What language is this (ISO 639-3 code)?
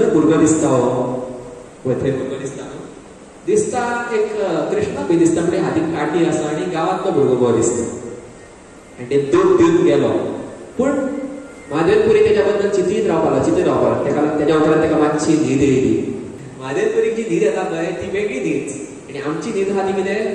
kok